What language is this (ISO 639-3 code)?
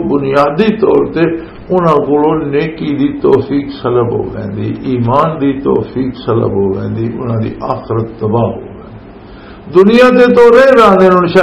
lah